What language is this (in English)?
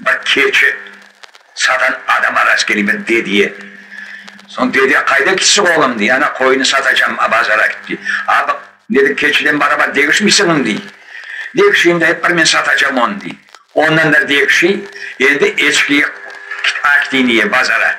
Crimean Tatar